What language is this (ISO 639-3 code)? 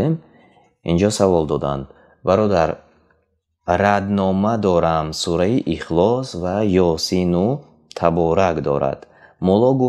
tgk